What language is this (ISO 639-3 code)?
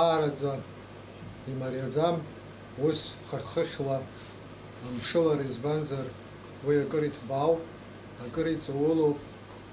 abk